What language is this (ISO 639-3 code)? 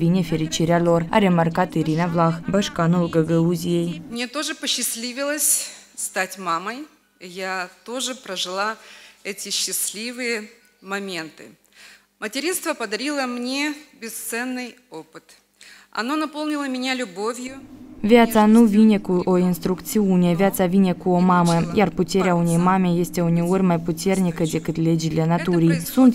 ron